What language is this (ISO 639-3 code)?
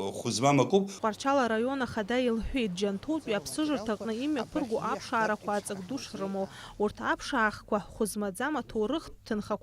abk